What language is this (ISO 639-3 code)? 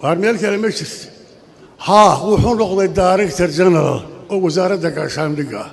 som